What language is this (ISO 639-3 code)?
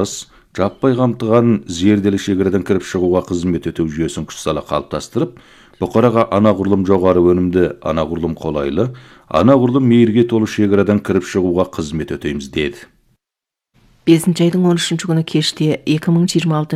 kaz